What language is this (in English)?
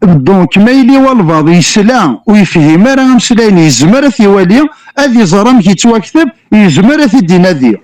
Kabyle